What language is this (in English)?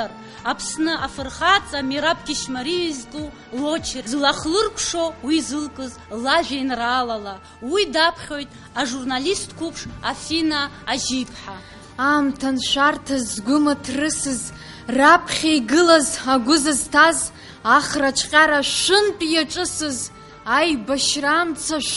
Abkhazian